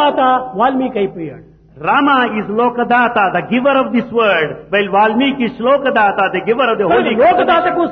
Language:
Telugu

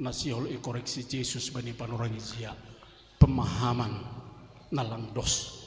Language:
Batak Simalungun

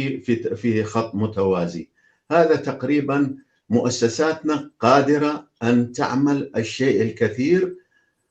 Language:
North Levantine Arabic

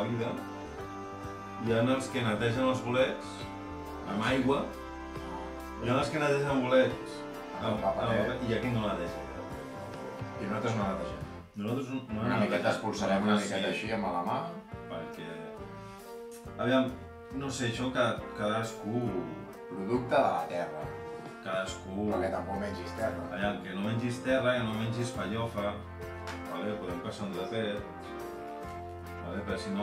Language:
Catalan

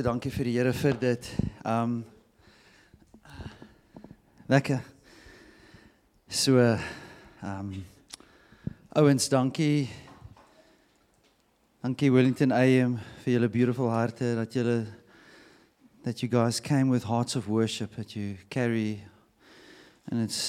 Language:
Afrikaans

